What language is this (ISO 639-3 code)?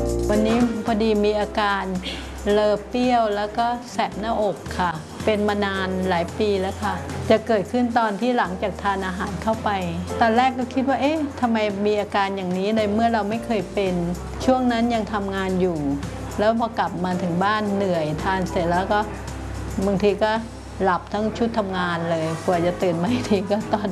tha